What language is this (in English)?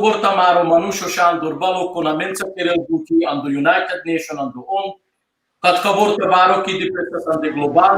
Balkan Romani